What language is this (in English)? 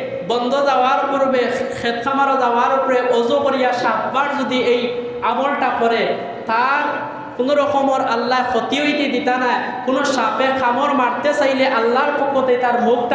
Sylheti